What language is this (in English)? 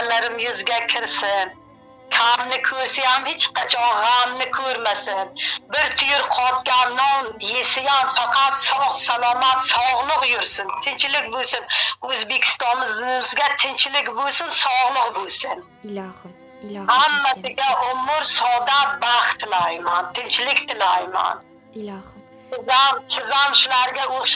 Uzbek